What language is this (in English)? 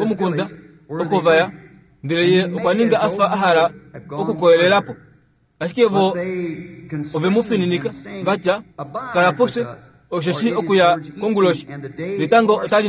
Kuanyama